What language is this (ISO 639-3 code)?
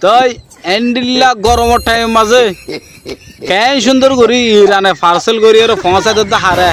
rhg